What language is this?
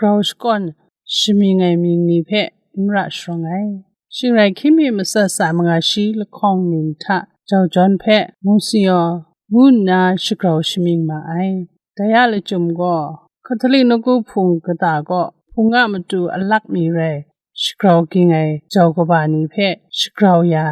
Kachin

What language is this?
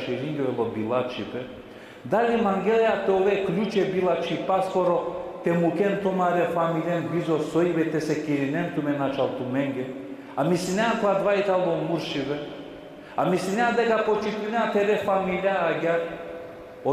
Balkan Romani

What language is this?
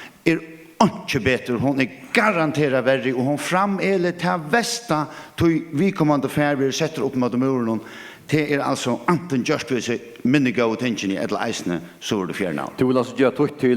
Faroese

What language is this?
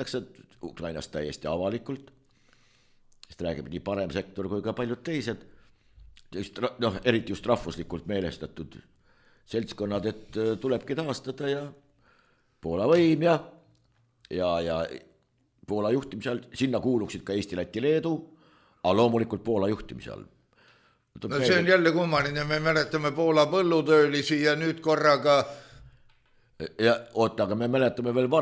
Estonian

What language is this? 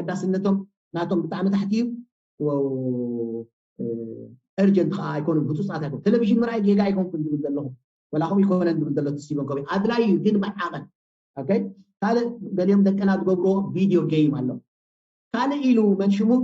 Tigrinya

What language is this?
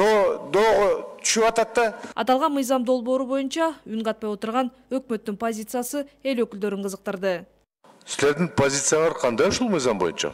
Kyrgyz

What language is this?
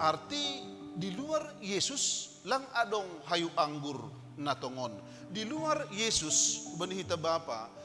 Batak Simalungun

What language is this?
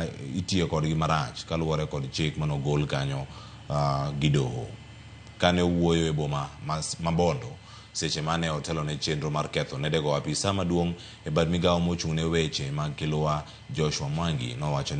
Luo (Kenya and Tanzania)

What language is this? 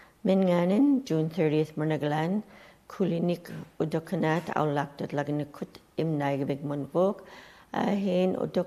Western Canadian Inuktitut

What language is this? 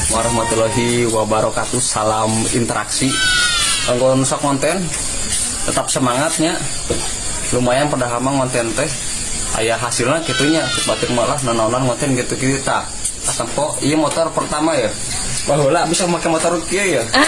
Sundanese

